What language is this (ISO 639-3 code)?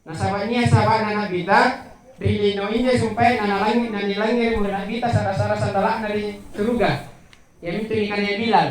mak